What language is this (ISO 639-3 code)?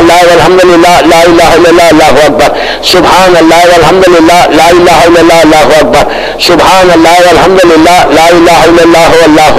urd